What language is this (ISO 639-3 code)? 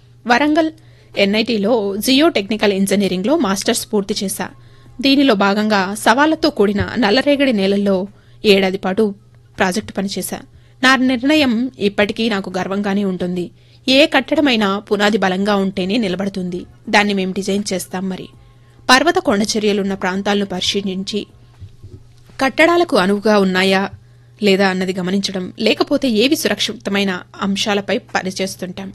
tel